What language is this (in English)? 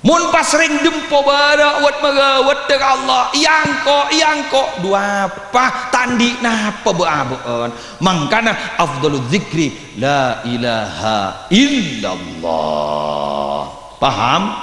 Madurese